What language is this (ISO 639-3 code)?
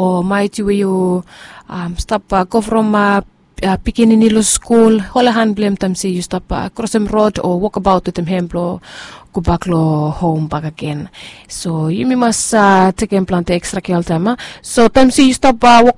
bis